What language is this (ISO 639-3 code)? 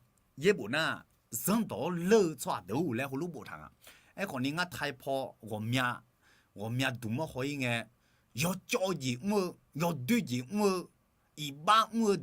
ahk